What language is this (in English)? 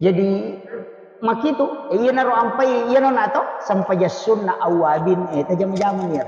Buginese